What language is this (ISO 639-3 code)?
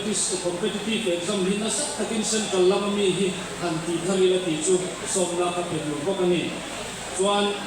hmr